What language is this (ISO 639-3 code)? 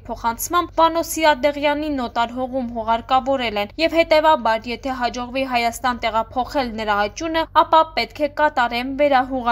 hye